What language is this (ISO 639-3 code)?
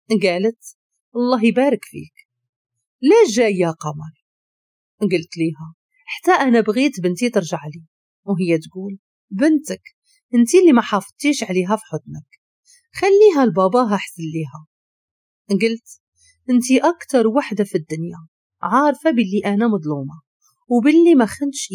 ary